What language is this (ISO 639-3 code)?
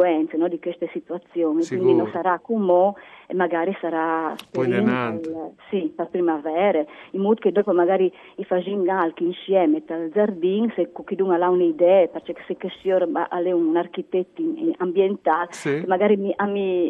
fur